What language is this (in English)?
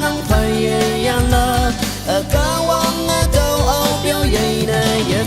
Naga Pidgin